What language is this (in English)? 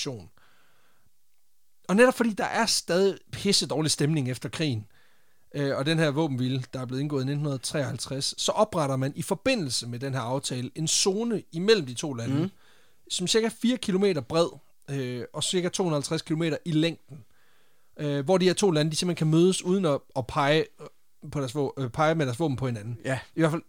Danish